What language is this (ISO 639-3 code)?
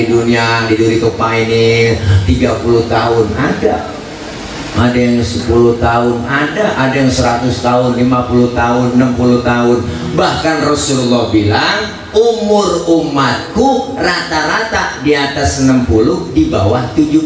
bew